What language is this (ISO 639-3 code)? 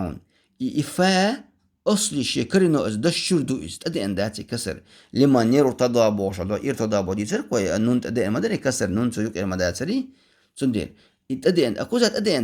che